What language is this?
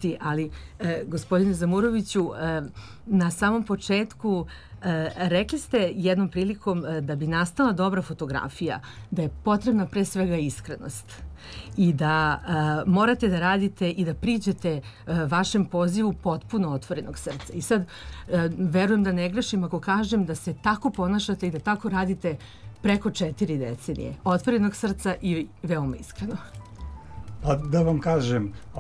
Serbian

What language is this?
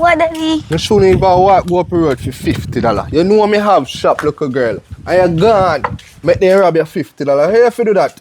Jamaican Creole English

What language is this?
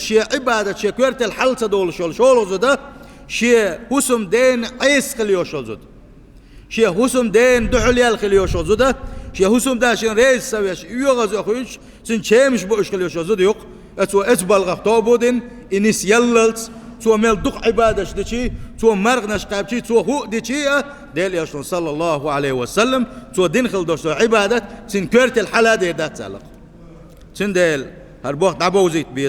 Chechen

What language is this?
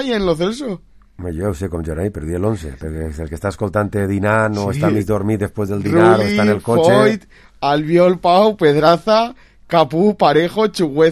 Catalan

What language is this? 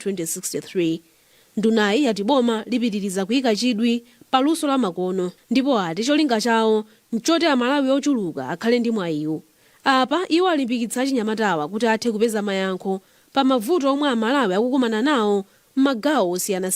Nyanja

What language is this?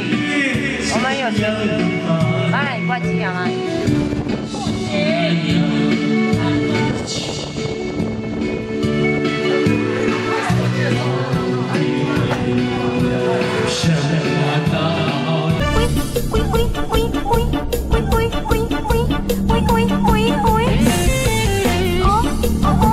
Chinese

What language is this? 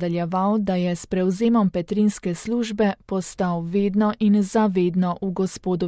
Slovenian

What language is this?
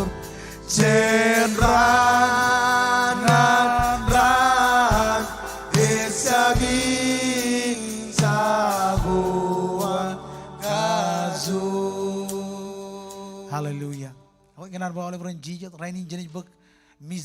Marshallese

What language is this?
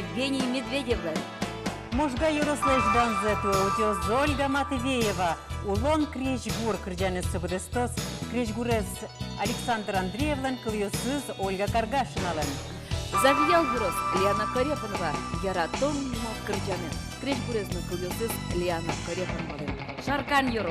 Udmurt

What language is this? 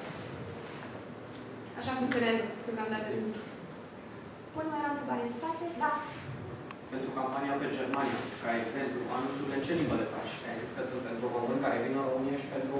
Romanian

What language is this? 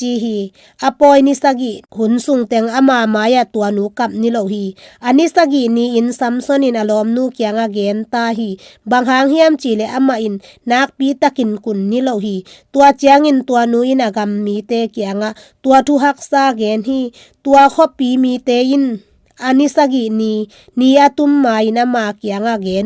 Tedim Chin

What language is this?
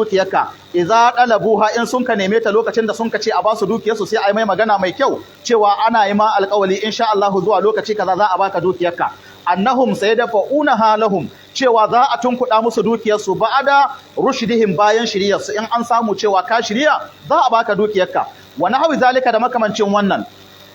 Hausa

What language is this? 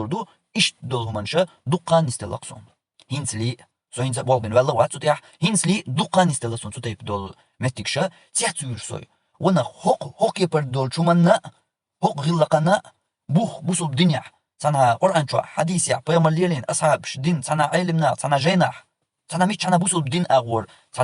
Chechen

